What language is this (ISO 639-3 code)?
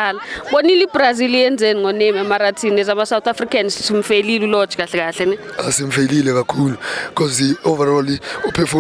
zul